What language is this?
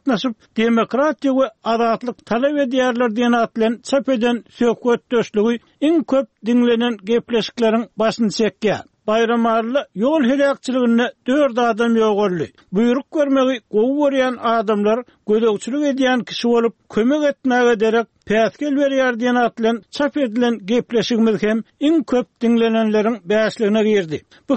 Turkmen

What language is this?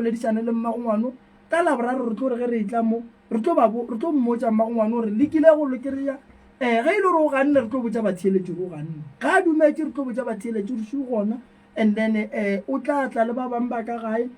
Northern Sotho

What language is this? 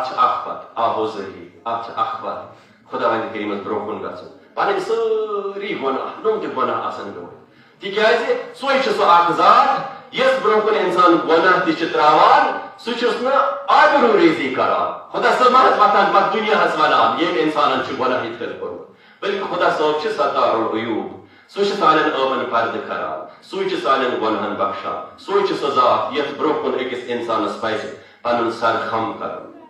Kashmiri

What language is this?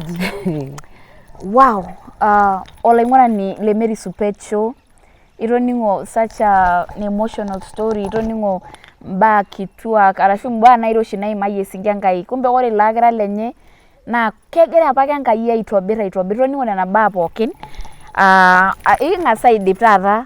Masai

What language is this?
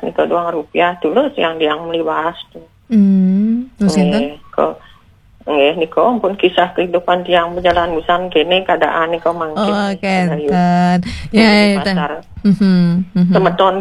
Balinese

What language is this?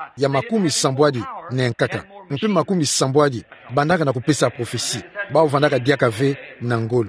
Kituba (Democratic Republic of Congo)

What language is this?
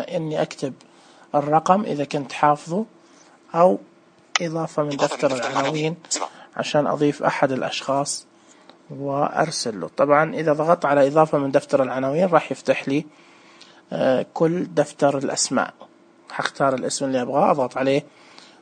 Najdi Arabic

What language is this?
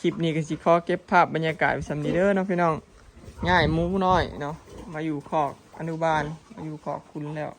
Northeastern Thai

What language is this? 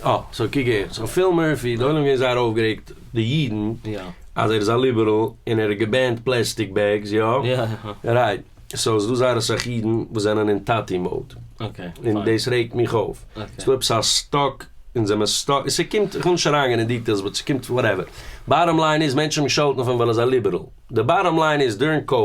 Yiddish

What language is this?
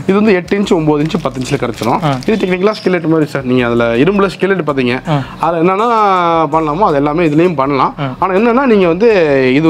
Tamil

